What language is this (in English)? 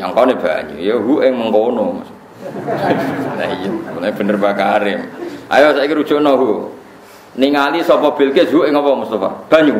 Javanese